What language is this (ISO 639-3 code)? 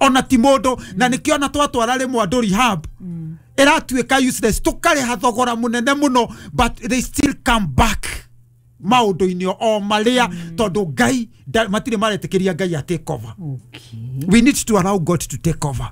kik